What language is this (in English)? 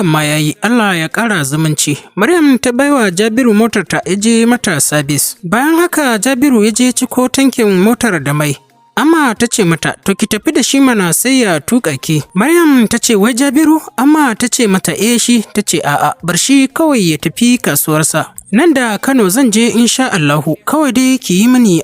Hausa